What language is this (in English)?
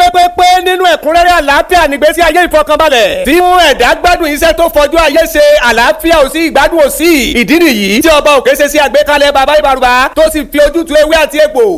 Yoruba